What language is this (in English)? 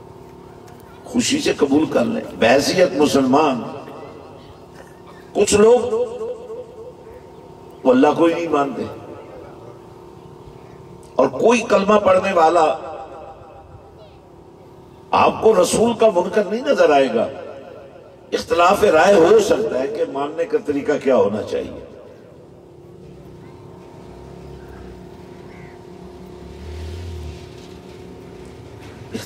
Urdu